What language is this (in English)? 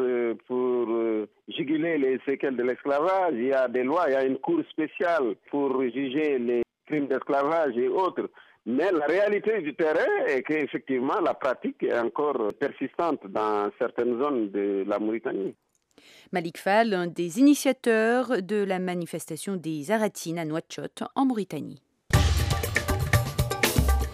French